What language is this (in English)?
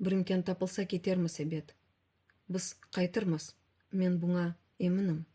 Crimean Tatar